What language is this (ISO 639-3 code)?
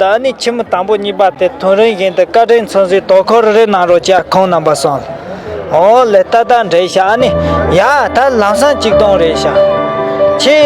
bod